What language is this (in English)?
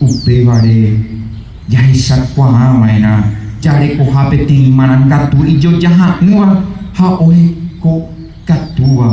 Guarani